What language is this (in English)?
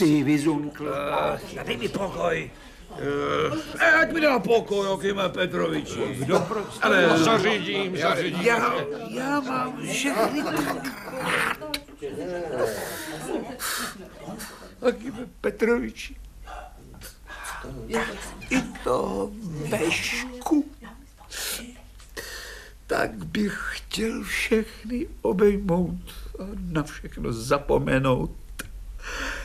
Czech